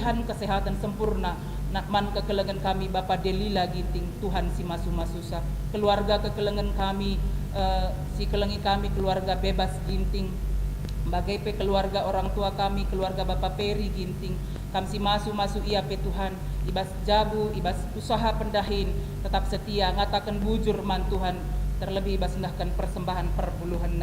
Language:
Batak Karo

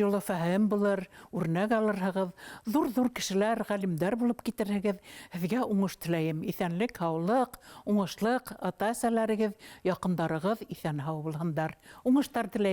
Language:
Bashkir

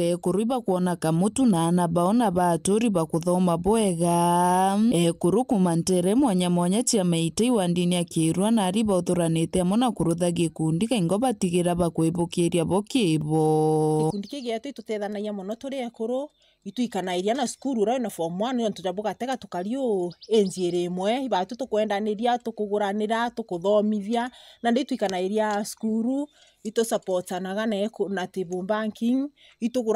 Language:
Meru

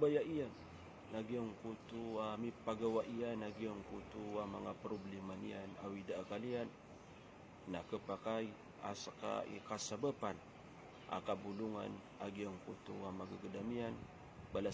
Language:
Maranao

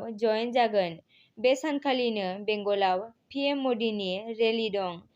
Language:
Bodo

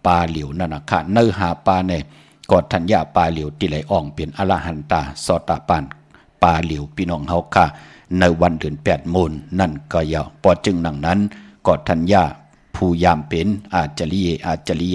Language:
Shan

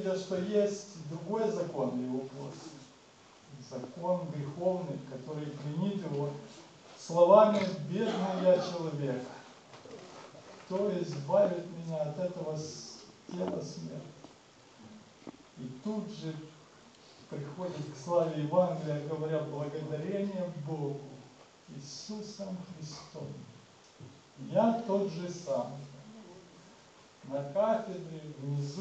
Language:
Russian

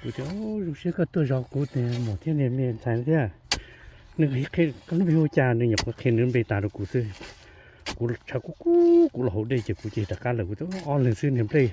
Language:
Hmong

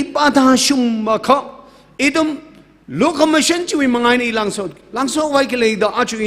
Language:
Tangkhul Naga (India)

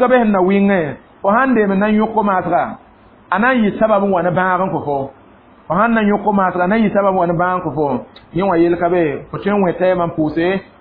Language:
Mossi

